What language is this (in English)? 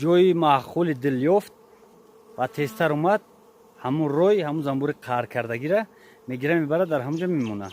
Tajik